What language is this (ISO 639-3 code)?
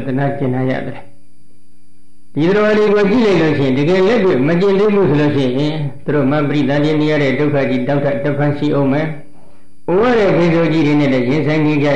mya